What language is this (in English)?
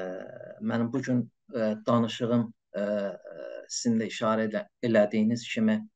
South Azerbaijani